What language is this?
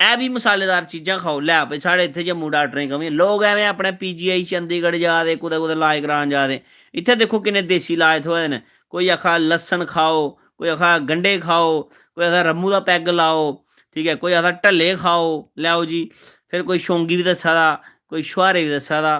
Dogri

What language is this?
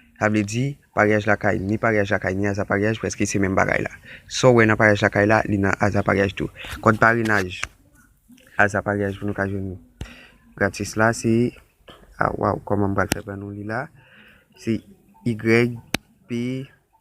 Haitian Creole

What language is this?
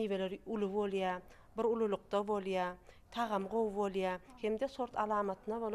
Turkmen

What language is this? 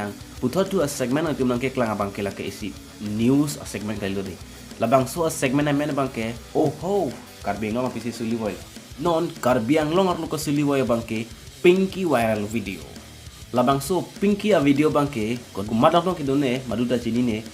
Karbi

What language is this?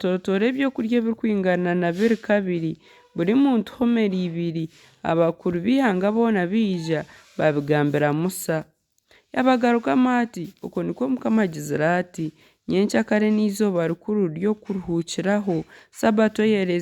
Nyankole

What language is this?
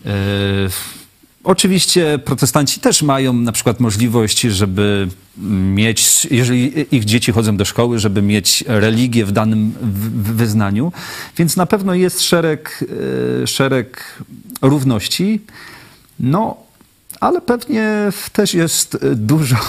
Polish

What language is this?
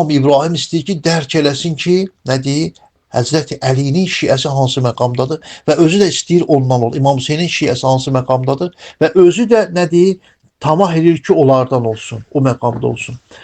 Azerbaijani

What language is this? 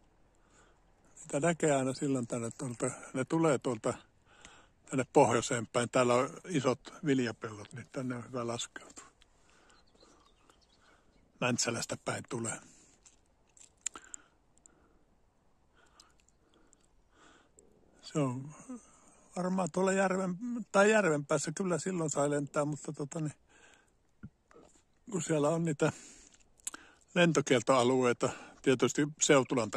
Finnish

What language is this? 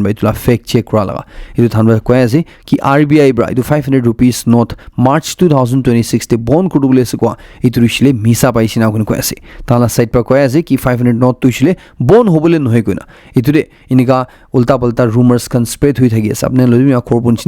Naga Pidgin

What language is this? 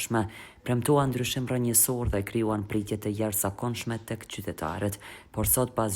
Albanian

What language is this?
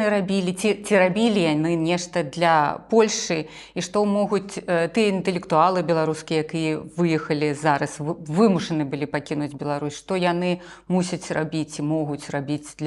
Belarusian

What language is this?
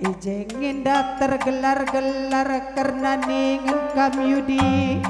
Batak Karo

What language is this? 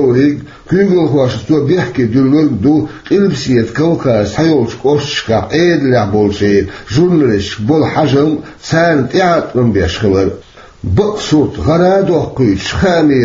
Chechen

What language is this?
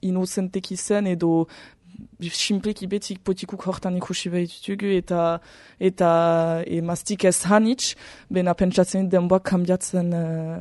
Basque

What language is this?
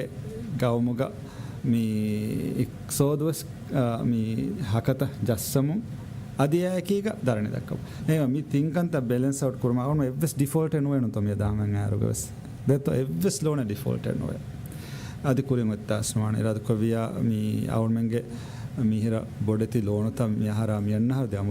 Divehi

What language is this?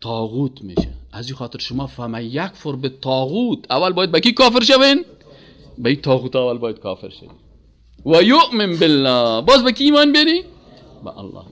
Persian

